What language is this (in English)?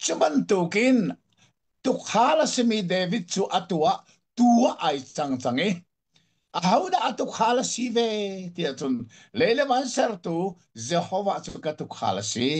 Hakha Chin